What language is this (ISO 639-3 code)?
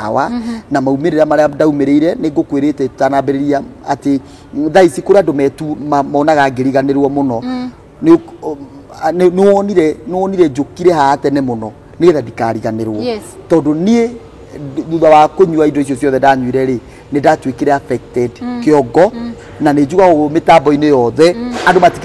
kik